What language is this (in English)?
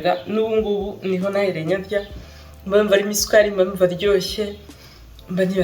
Kinyarwanda